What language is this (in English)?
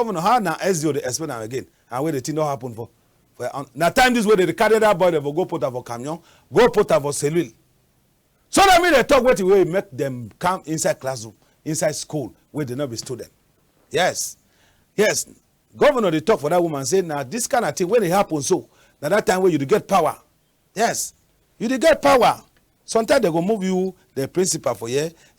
Cameroon Pidgin